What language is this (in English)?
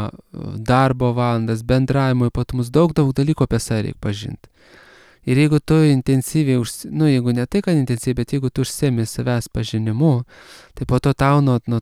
Lithuanian